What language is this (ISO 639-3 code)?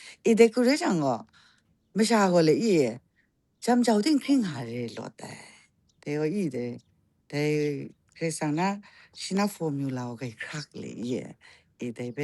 kac